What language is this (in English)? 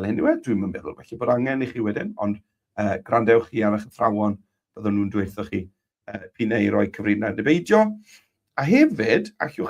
Welsh